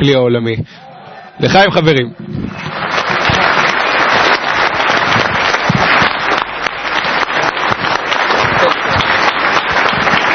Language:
Hebrew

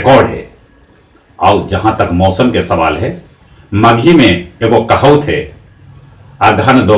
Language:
Magahi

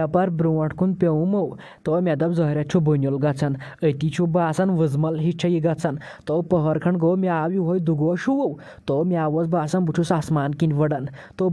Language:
Kashmiri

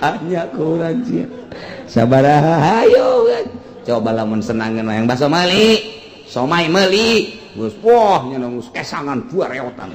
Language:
Sundanese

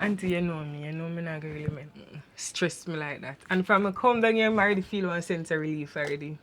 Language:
Jamaican Creole English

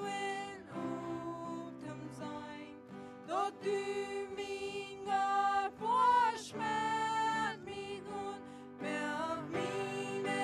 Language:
Plautdietsch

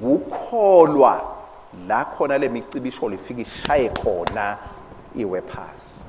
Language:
Swati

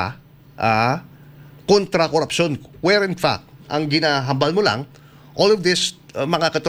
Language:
Hiligaynon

